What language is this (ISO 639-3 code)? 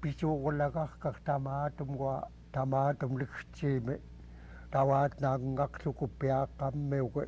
esu